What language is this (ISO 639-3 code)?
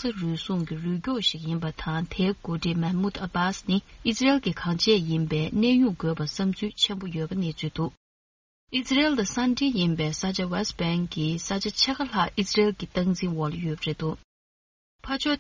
bod